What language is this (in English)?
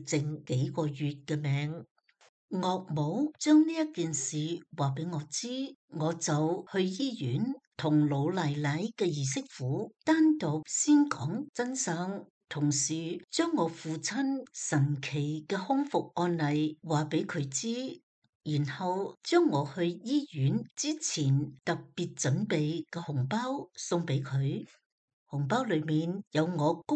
Cantonese